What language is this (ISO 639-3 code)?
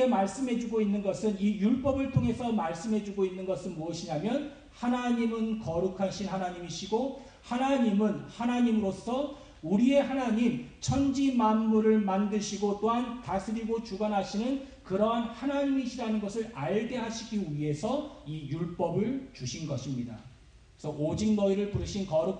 kor